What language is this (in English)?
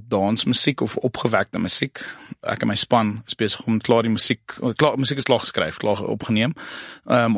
Afrikaans